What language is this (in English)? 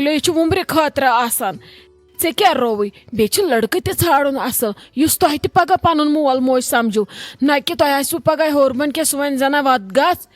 Kashmiri